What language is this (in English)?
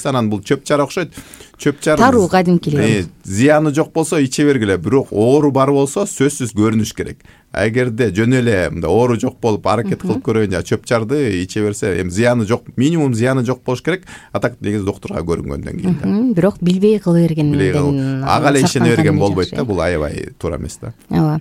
Kyrgyz